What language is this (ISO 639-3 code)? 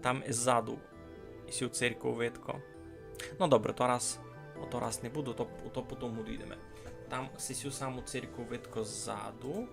rue